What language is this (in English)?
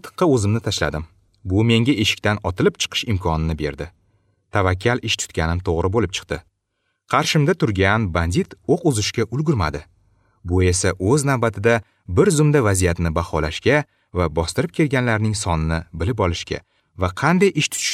Uzbek